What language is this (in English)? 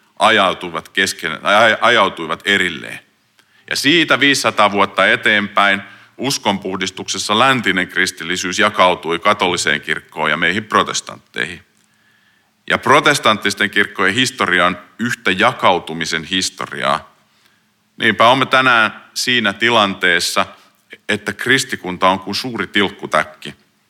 Finnish